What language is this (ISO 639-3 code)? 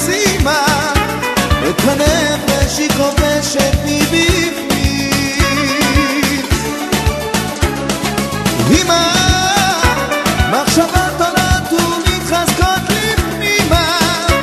heb